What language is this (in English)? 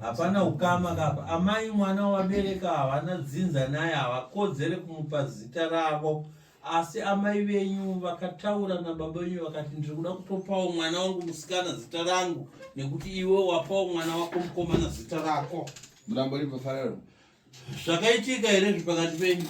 Shona